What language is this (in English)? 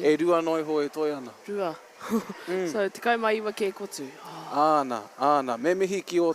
Māori